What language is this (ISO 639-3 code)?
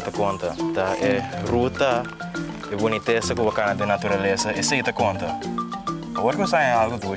pap